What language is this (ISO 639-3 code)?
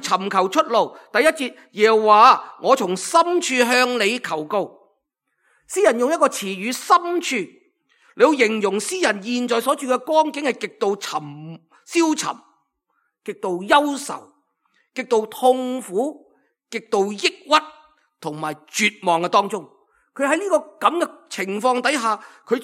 yue